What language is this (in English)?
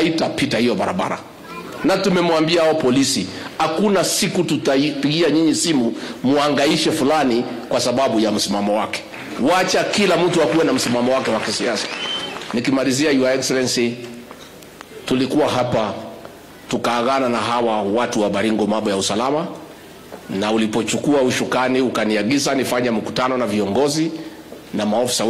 Swahili